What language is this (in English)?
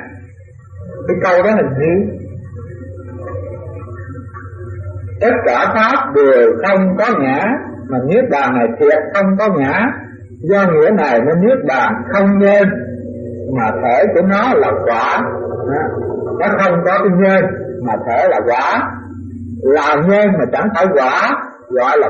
Vietnamese